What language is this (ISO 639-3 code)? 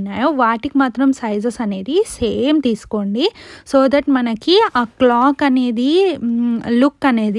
tel